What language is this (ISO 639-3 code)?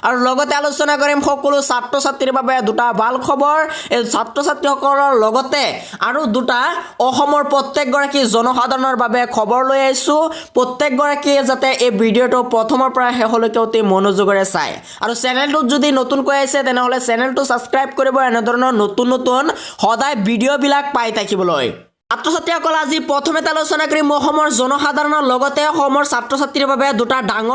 asm